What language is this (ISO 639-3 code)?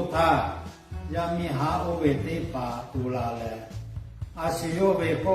lhu